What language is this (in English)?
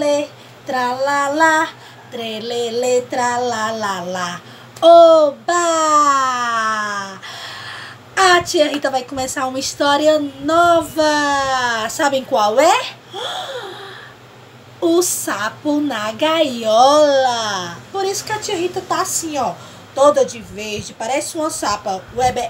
Portuguese